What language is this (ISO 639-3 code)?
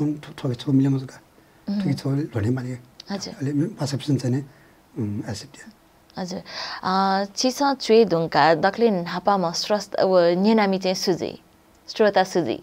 new